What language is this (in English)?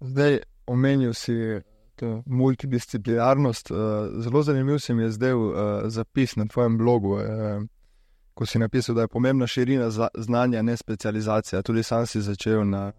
Slovenian